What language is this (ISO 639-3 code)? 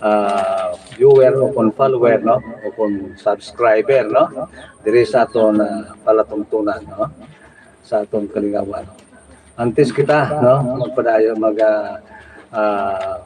hil